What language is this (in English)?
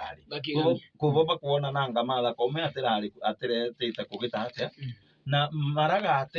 Meru